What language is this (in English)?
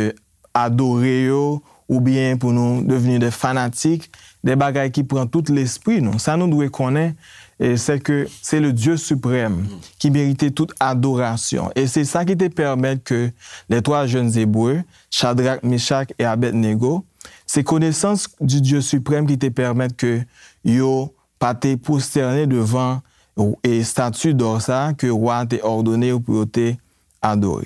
Haitian Creole